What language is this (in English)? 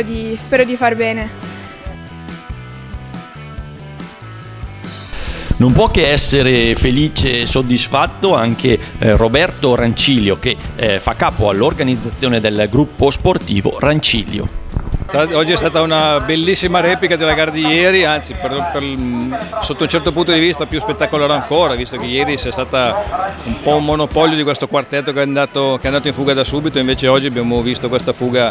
Italian